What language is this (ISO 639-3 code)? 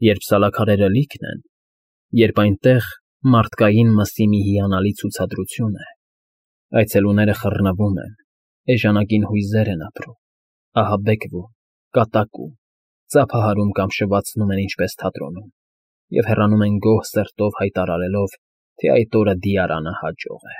hye